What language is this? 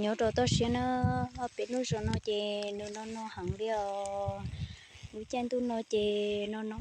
Hmong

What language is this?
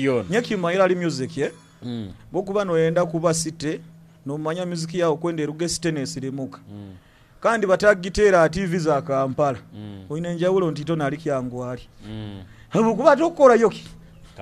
Nyoro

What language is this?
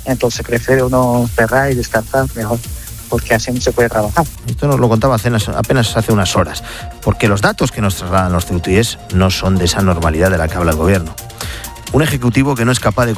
Spanish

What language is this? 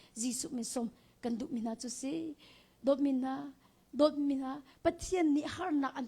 Hakha Chin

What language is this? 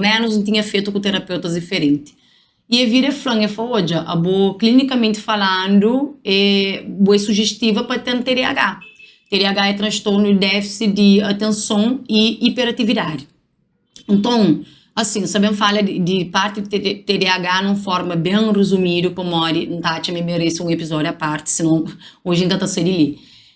Kabuverdianu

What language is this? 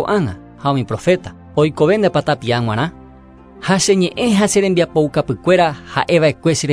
Guarani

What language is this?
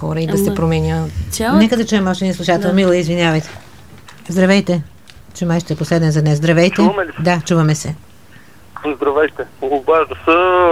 Bulgarian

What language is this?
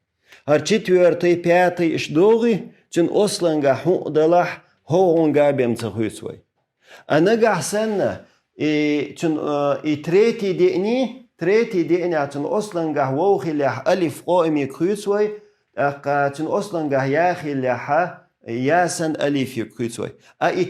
Chechen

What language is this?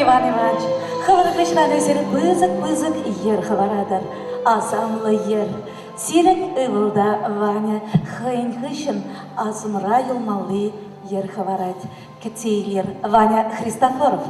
Chuvash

